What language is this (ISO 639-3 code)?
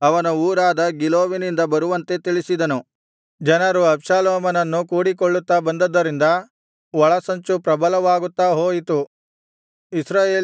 kan